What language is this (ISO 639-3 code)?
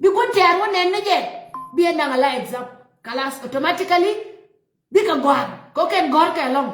nus